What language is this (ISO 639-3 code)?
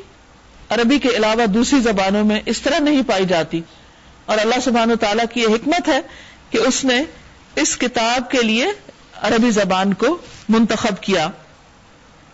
urd